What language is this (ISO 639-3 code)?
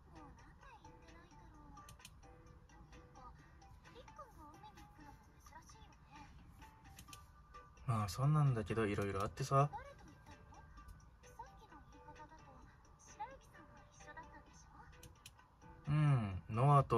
jpn